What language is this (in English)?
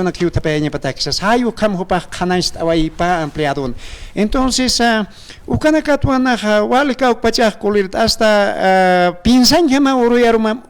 Aymara